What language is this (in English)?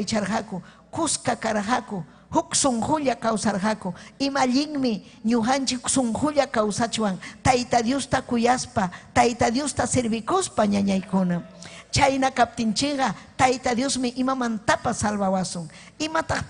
Ayacucho Quechua